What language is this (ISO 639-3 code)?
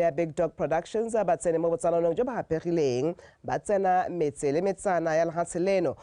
tsn